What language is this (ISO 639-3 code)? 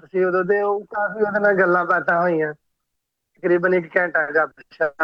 pan